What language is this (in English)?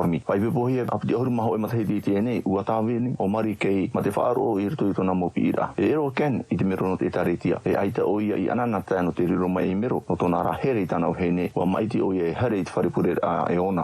Tahitian